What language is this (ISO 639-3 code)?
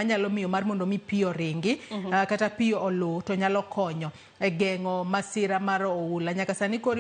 luo